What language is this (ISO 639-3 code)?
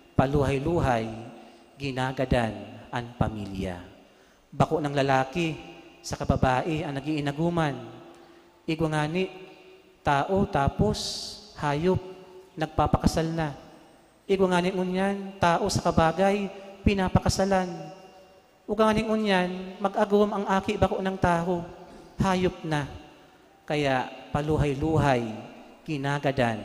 bik